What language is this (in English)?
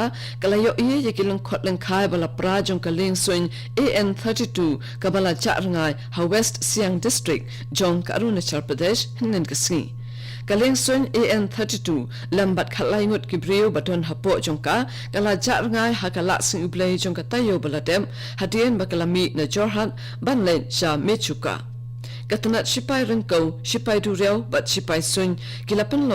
Khasi